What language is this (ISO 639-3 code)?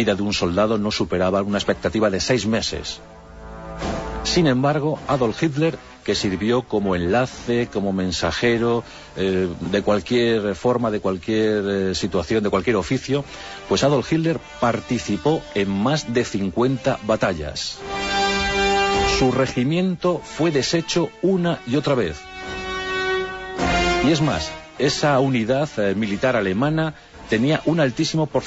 spa